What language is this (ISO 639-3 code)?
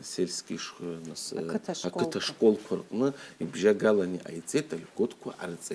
abk